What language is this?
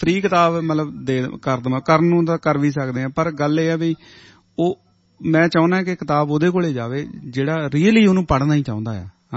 Punjabi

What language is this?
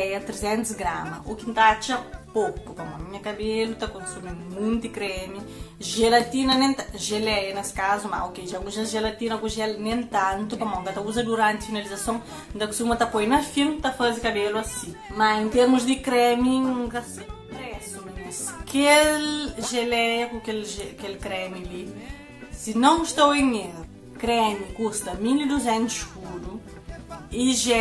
Kabuverdianu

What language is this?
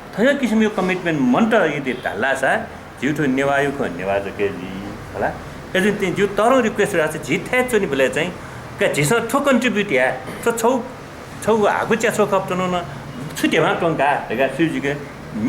Newari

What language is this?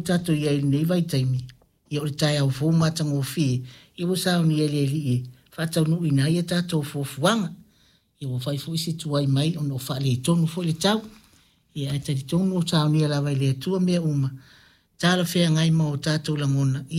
Samoan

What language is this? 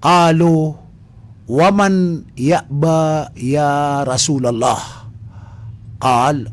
Maranao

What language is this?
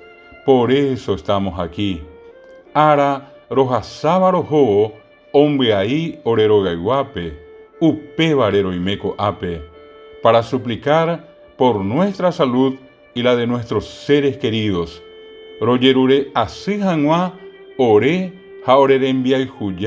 Guarani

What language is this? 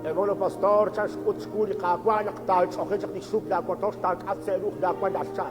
Kekchí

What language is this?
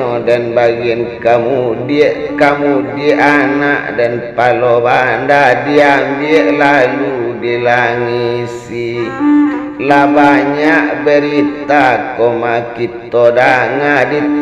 Minangkabau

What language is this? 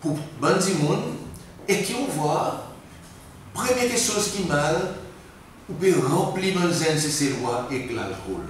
Seselwa Creole French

